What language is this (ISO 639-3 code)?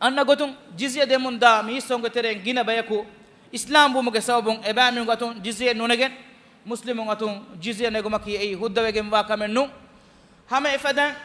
div